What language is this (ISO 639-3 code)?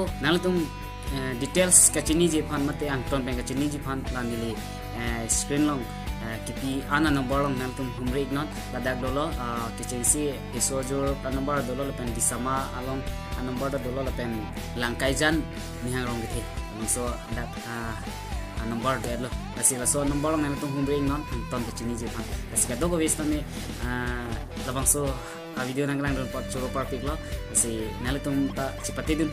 mjw